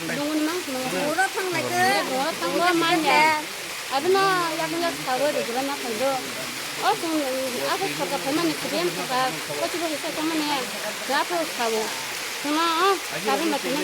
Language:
Kok Borok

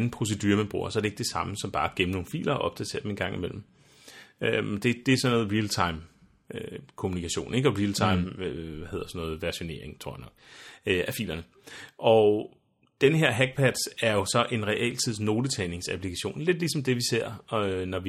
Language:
Danish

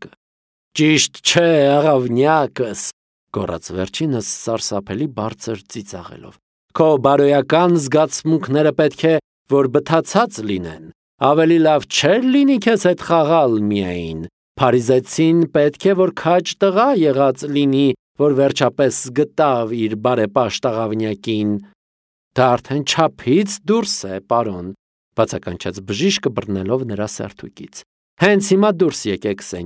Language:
Armenian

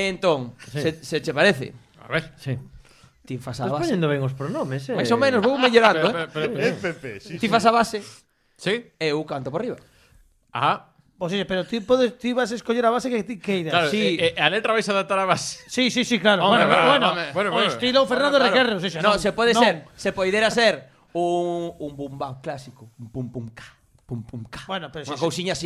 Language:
Galician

